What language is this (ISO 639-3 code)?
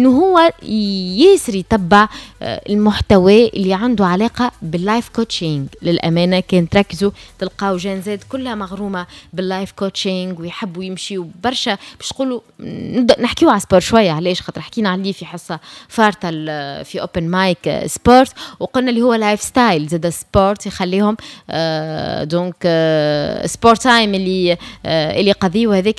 aeb